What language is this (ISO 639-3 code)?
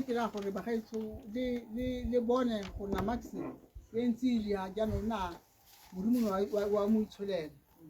tsn